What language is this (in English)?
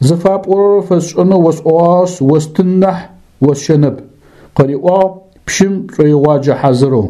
Adyghe